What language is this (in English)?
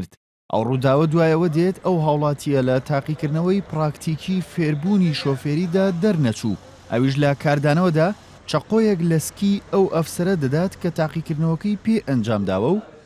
Central Kurdish